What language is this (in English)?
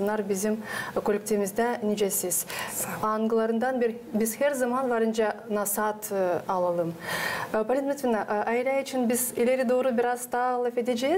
Gagauz